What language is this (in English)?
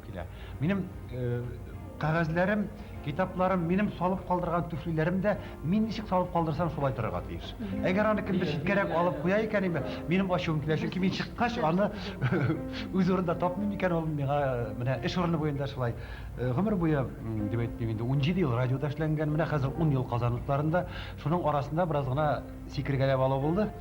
Tatar